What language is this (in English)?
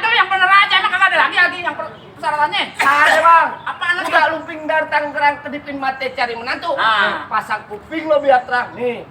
Betawi